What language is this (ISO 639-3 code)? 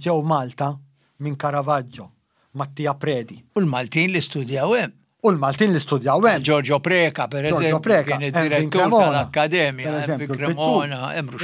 mlt